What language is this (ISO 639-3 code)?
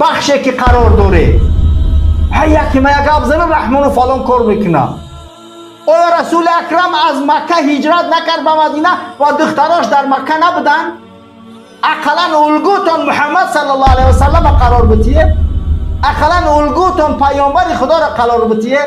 fas